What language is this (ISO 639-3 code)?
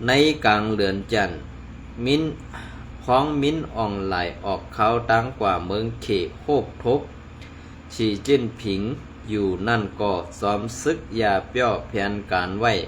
shn